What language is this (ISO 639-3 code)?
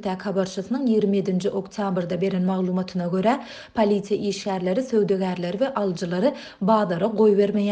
tuk